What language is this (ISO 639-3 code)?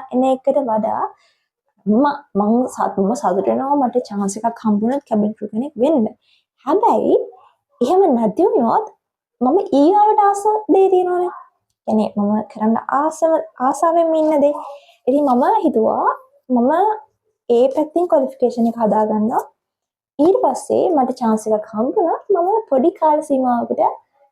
sin